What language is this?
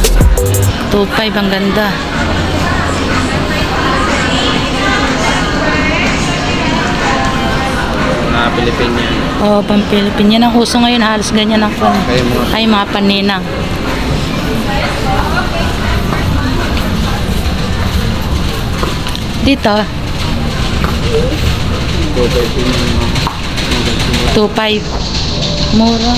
Filipino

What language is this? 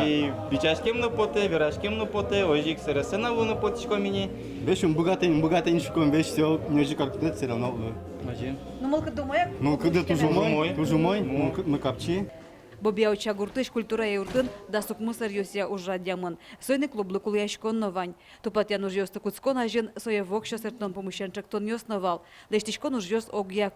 Udmurt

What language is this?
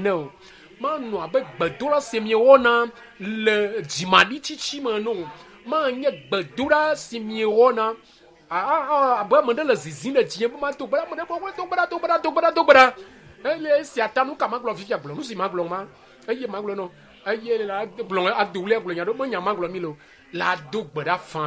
Ewe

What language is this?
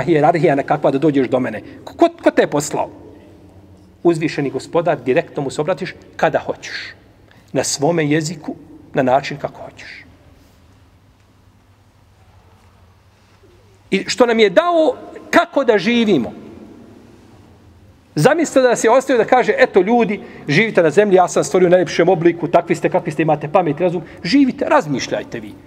Bosnian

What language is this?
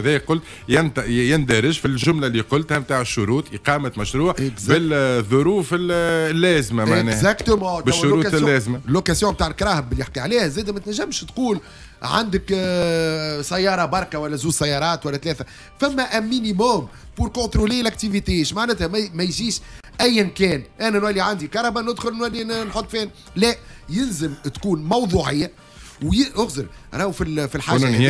Tunisian Arabic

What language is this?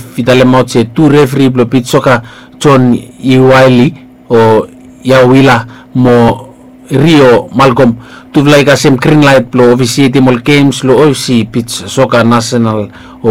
Bislama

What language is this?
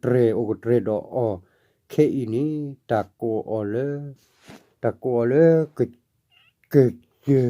S'gaw Karen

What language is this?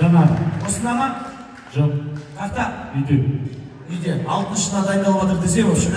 Kazakh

